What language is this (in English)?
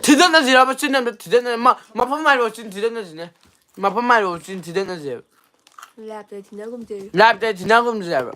Manipuri